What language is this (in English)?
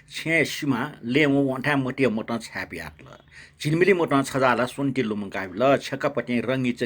Newari